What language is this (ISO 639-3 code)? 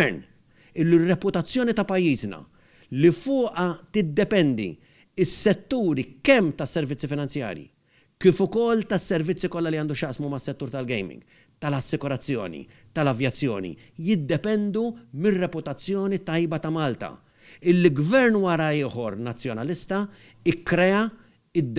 mlt